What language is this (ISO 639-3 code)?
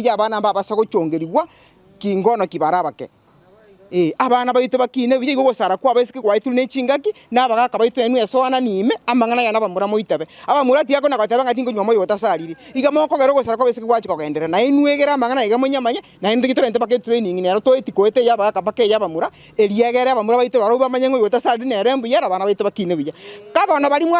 guz